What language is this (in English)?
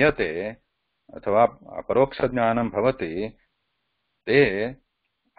Sanskrit